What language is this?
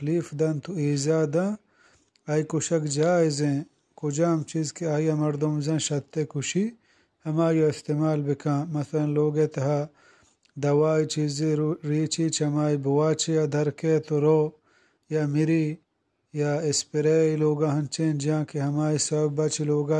Eastern Balochi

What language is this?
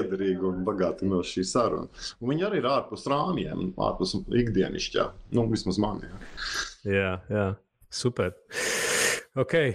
Latvian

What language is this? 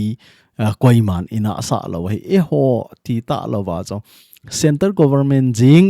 Thado Chin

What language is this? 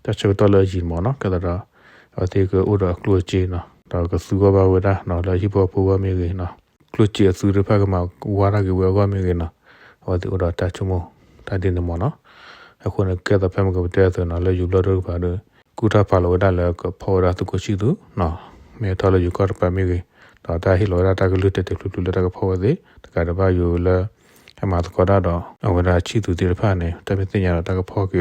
S'gaw Karen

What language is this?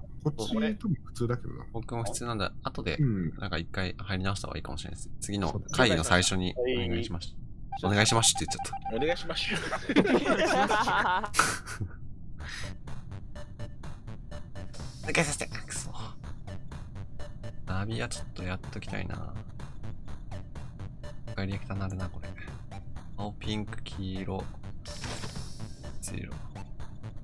Japanese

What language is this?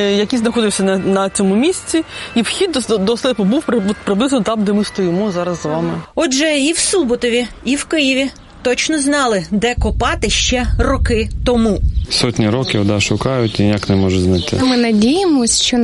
Ukrainian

